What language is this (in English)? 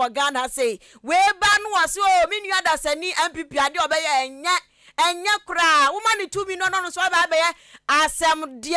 Akan